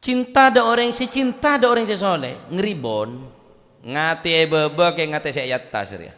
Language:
Madurese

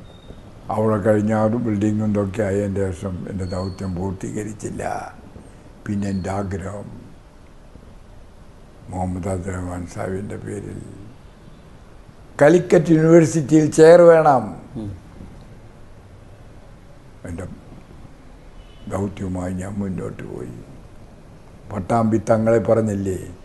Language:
Malayalam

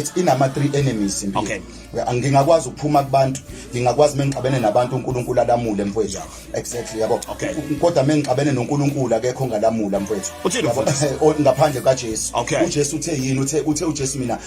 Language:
Zulu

